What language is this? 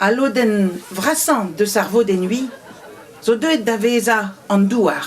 Breton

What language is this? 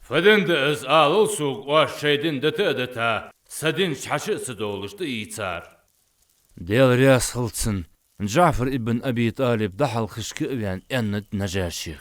Ingush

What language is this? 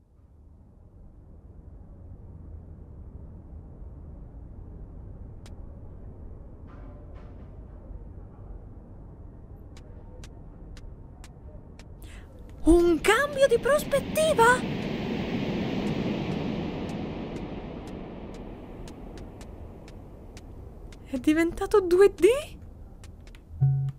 Italian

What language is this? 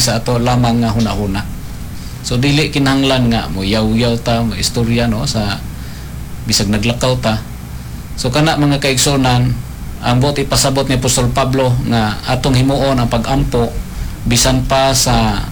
Cebuano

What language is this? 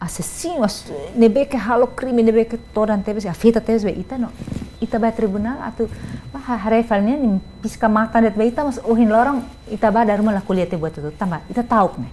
Tetum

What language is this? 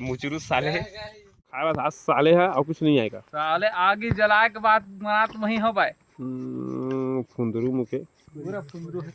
Chhattisgarhi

